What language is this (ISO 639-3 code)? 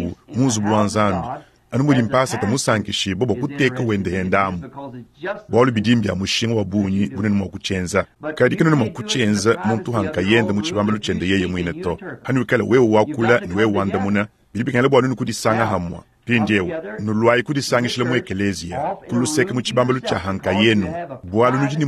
lua